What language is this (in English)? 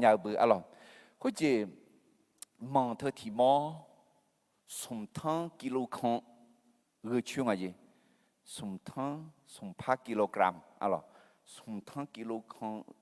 Akha